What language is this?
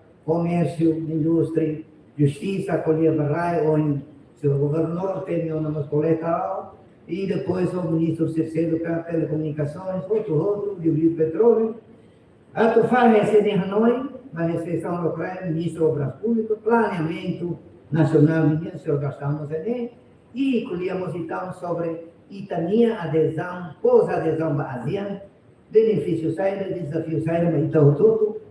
Tetum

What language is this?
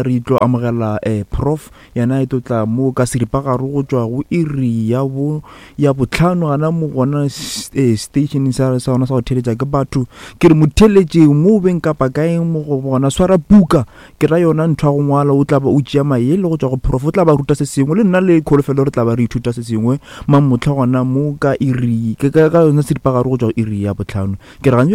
Northern Sotho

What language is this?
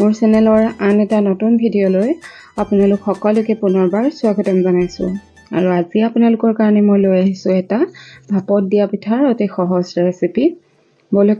Assamese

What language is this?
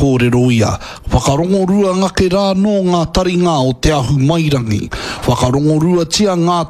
Māori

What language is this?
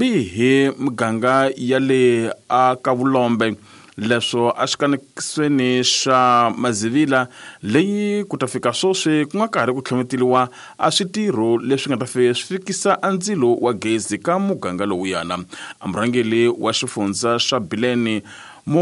Tsonga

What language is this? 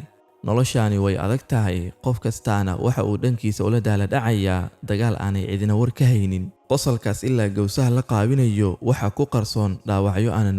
Somali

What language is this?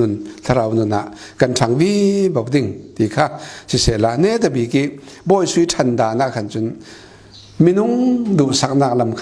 Falam Chin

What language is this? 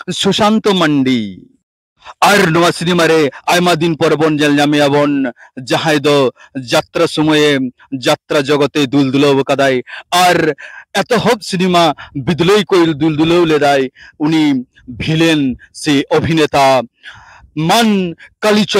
Santali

